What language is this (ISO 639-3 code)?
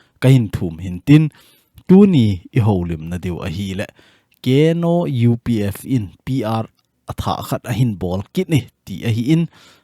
tcz